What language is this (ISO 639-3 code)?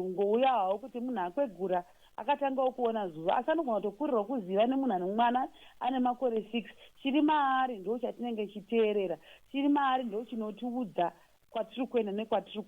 sna